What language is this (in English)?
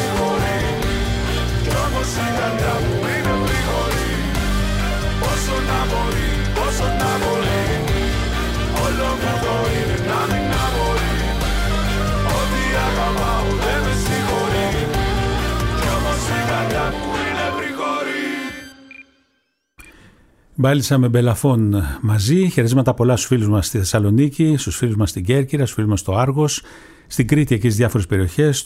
Greek